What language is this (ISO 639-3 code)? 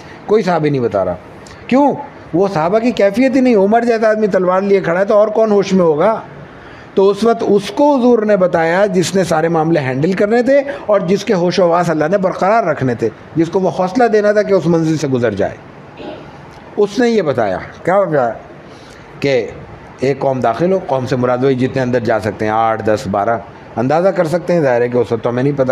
urd